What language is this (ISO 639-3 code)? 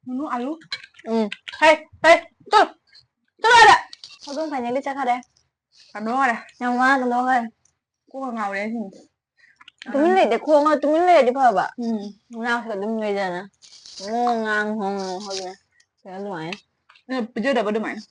mni